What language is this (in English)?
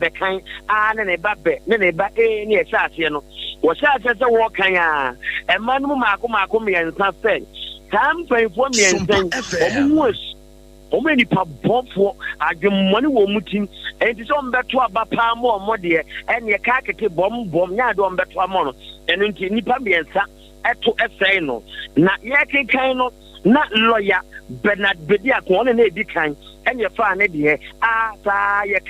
Akan